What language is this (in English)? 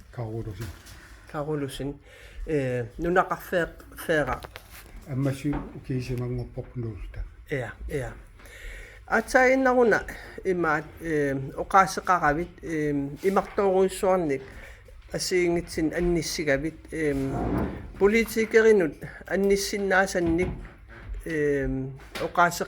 Kalaallisut